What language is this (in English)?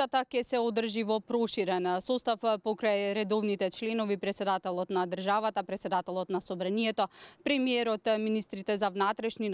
Macedonian